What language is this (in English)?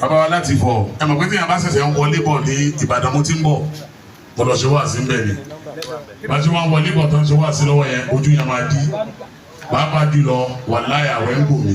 Yoruba